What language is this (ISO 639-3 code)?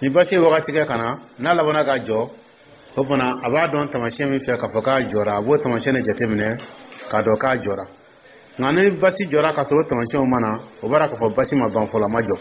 dyu